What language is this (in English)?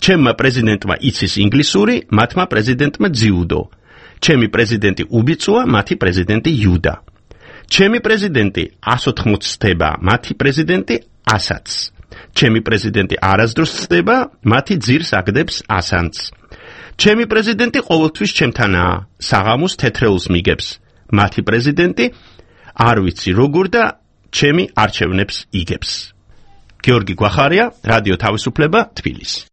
Georgian